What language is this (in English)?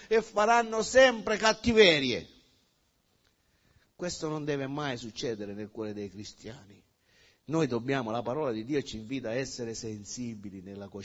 Italian